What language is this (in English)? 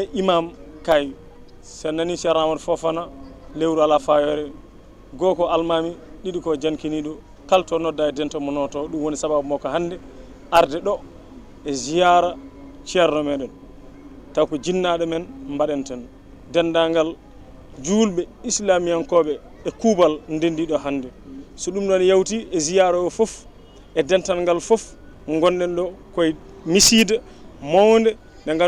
Fula